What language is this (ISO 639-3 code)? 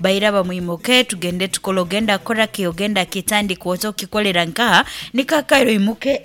nyn